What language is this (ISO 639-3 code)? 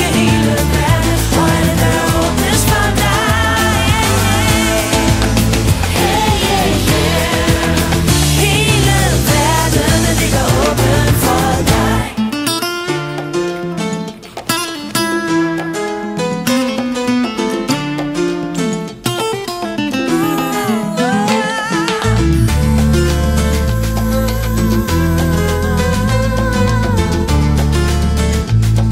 dan